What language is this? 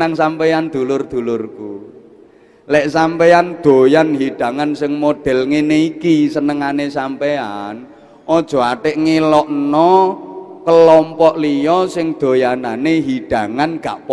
Javanese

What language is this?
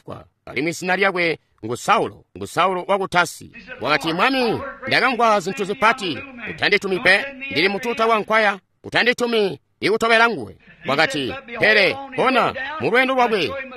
Tonga (Zambia)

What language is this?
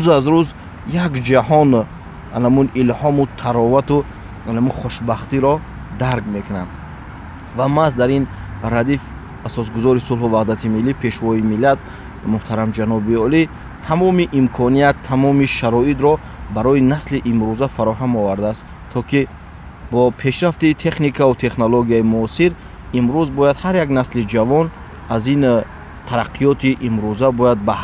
Tajik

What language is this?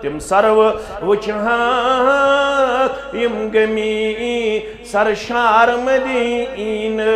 Kashmiri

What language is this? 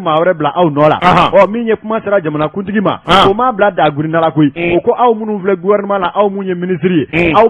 Bambara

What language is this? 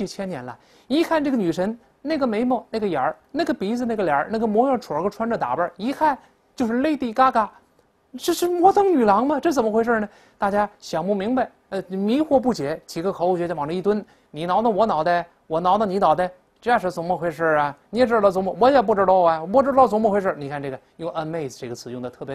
Chinese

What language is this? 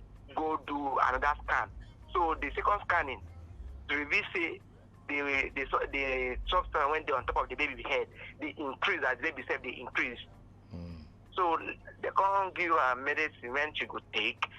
Nigerian Pidgin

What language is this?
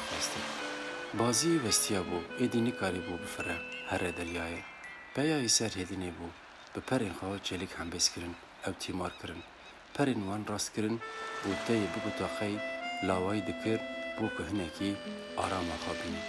Kurdish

